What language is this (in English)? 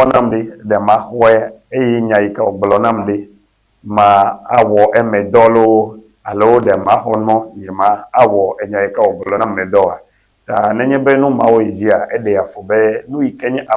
Ewe